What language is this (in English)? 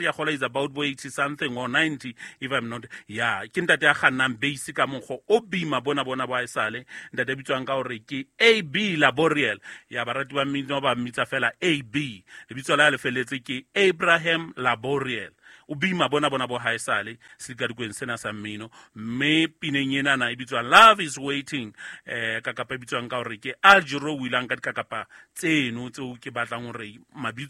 Southern Sotho